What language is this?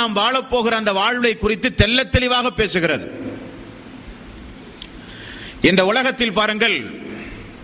Tamil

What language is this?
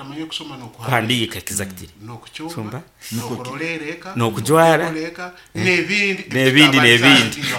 Nyoro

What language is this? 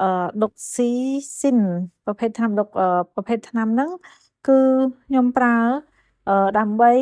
Khmer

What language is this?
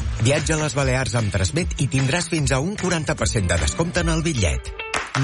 Catalan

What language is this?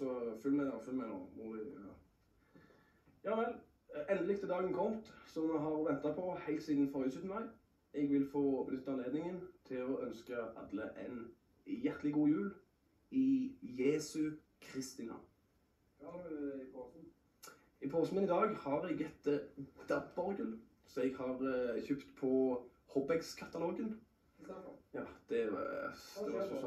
Norwegian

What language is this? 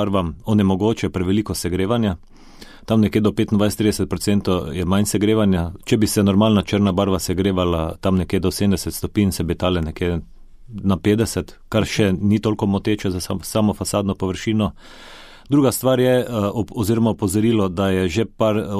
Slovenian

